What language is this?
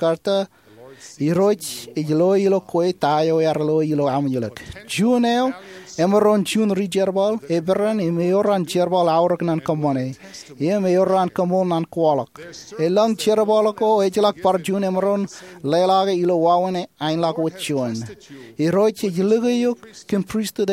Marshallese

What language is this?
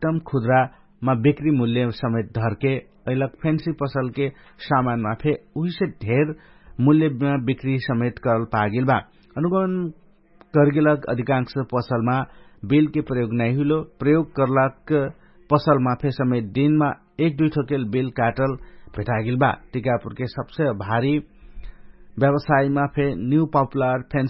Dangaura Tharu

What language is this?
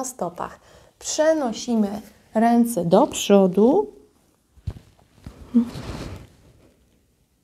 Polish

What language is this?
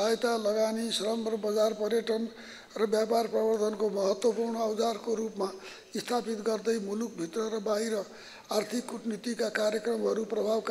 Nepali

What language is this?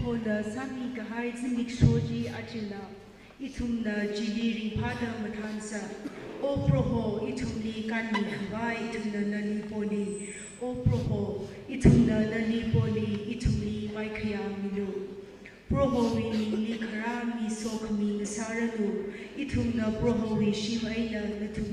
Tangkhul Naga (India)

